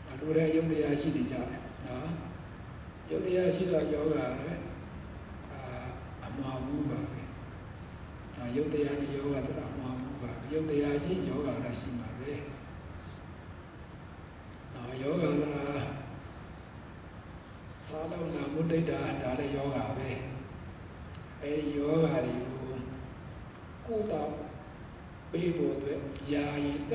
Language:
Burmese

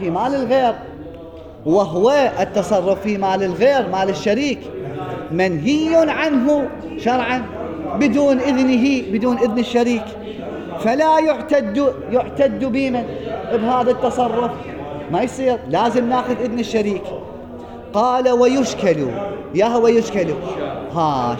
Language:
Mesopotamian Arabic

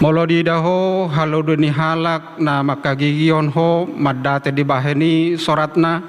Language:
Batak Toba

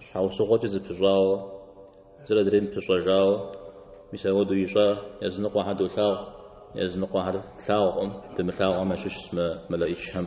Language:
Kabardian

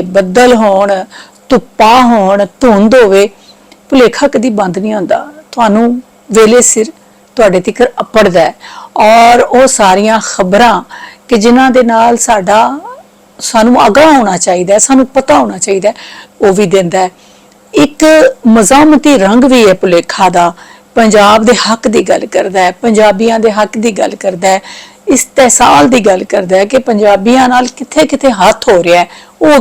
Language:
Western Panjabi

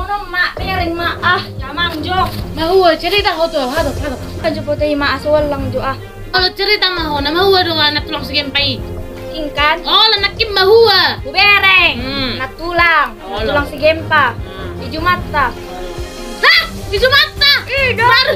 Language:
Batak Toba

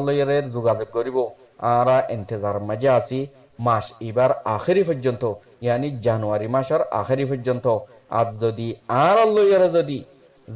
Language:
Rohingya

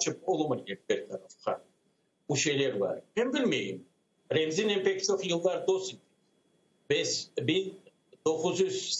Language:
Crimean Tatar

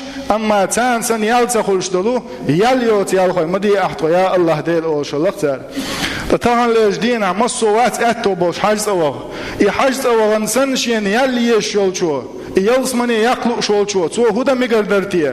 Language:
Chechen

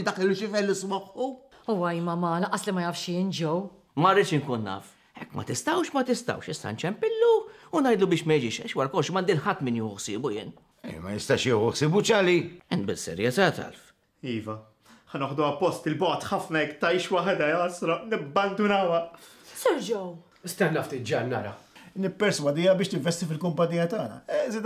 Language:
Maltese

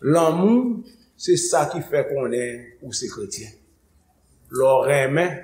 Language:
Haitian Creole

